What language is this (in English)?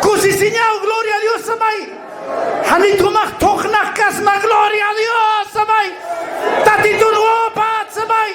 Aymara